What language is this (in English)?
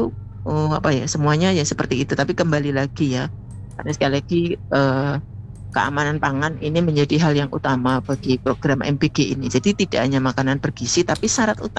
Indonesian